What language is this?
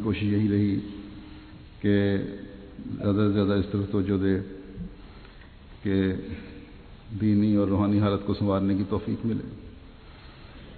Urdu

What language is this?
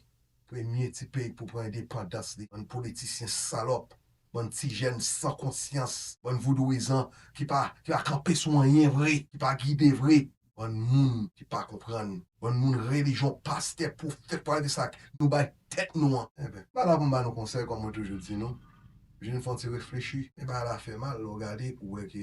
Haitian Creole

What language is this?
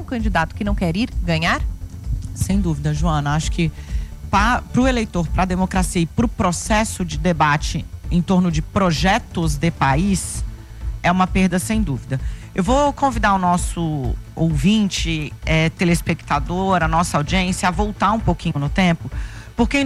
Portuguese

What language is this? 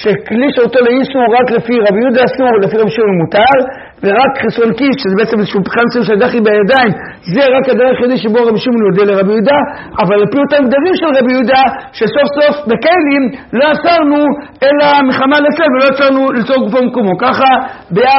Hebrew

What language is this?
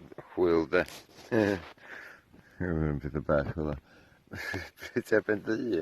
Welsh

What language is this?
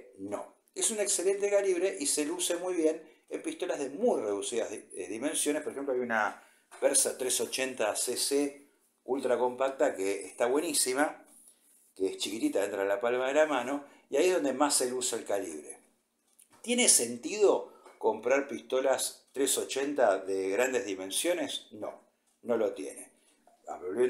Spanish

